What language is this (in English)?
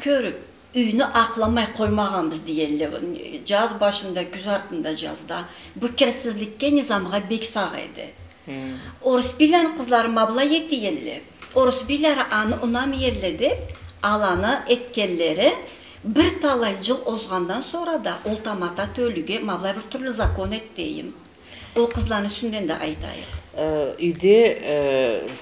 Karachay-Balkar